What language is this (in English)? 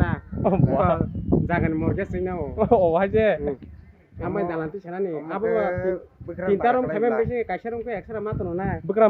Kok Borok